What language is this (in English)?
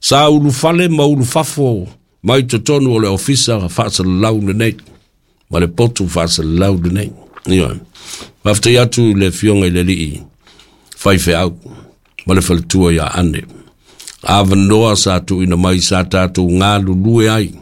Samoan